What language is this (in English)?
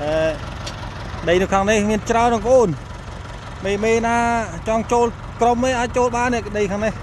Khmer